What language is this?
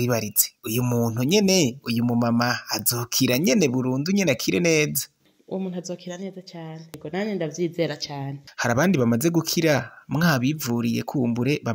Rundi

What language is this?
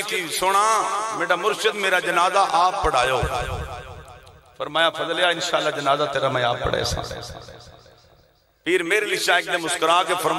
Urdu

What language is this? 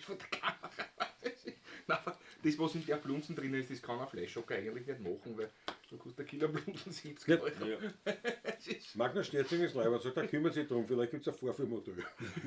Bavarian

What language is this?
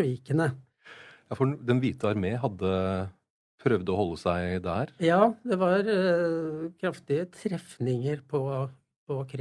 Norwegian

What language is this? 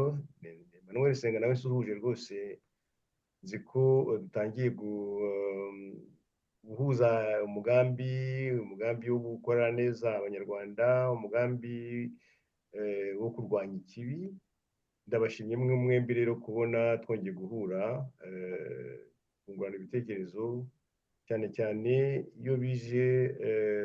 Kinyarwanda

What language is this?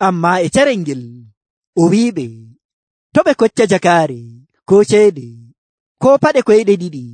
Nigerian Fulfulde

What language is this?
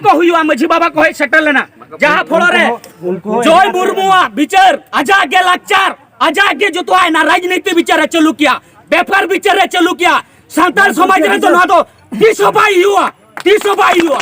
Santali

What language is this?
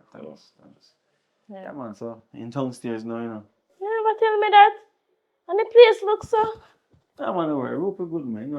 Jamaican Creole English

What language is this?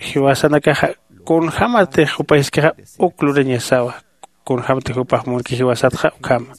Aymara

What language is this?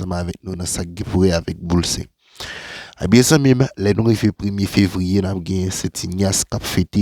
Haitian Creole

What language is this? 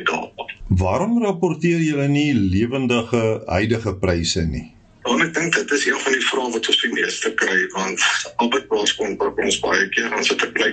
Afrikaans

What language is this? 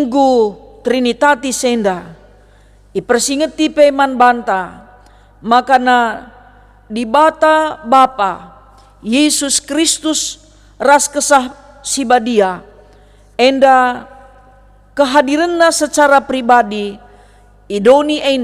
Batak Karo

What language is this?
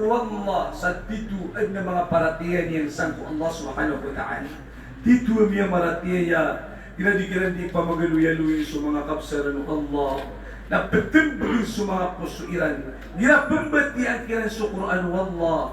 Maranao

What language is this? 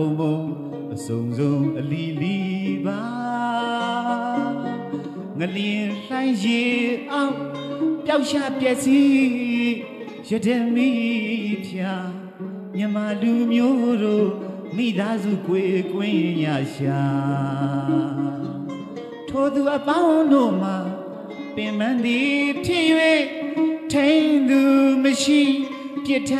Burmese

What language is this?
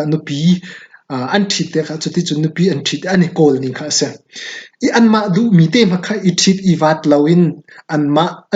Hakha Chin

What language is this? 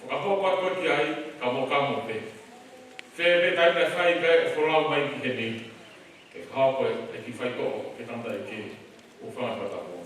Tongan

